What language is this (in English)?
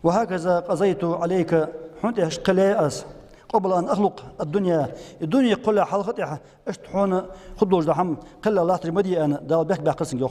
Ingush